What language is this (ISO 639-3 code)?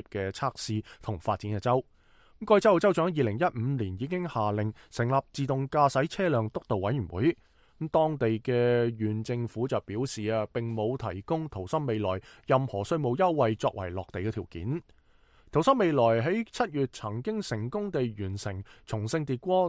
yue